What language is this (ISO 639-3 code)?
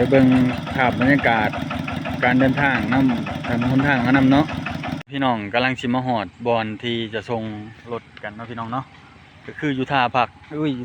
lao